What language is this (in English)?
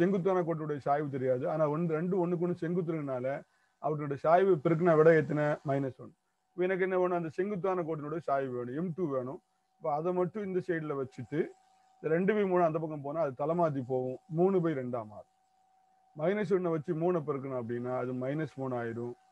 Tamil